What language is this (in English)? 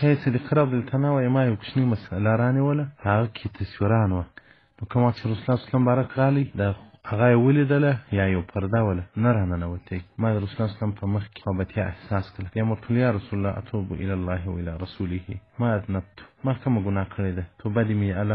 Pashto